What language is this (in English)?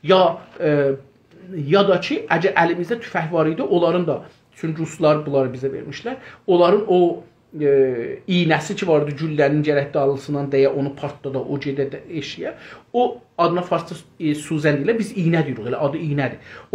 South Azerbaijani